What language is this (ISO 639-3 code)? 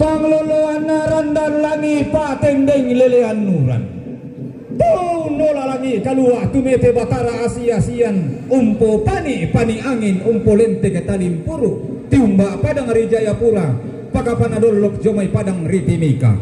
sda